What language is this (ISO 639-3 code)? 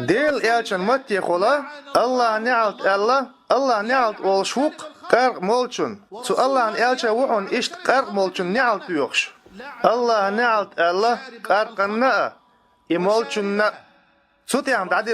che